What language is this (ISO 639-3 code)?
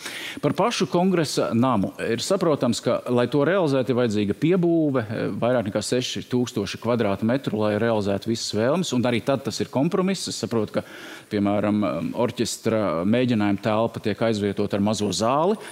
lav